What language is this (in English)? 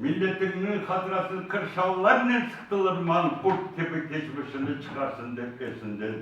Crimean Tatar